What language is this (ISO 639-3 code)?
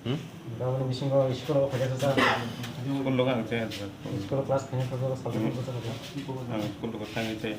trp